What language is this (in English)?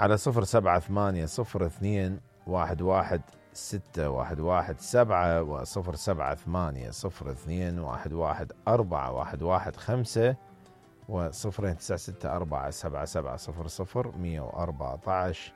Mesopotamian Arabic